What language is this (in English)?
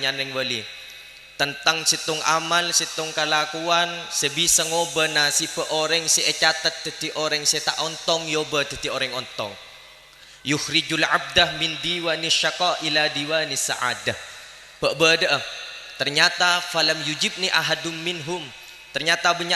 Madurese